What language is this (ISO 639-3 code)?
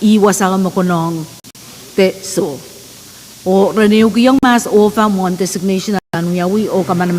pon